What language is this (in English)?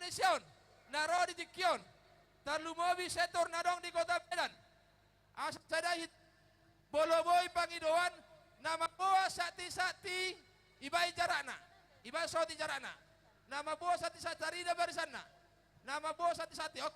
Batak Toba